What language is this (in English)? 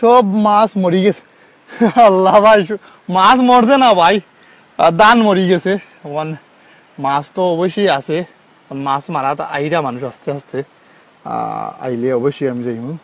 Sylheti